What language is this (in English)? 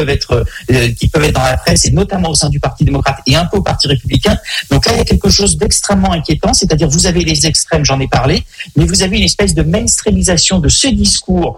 French